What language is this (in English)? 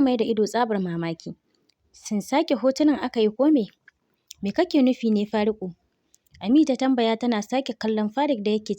Hausa